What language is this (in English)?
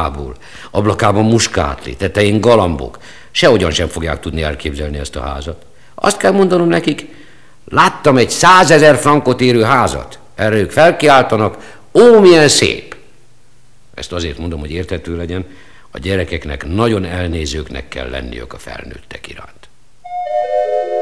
Hungarian